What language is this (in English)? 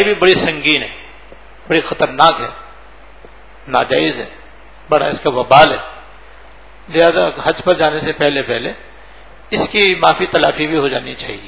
Urdu